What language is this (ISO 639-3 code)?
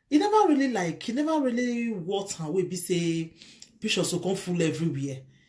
pcm